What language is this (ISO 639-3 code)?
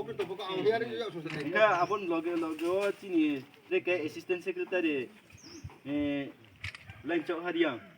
ria